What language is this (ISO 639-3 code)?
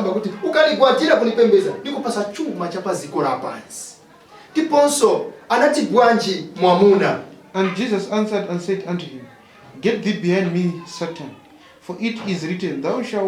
nya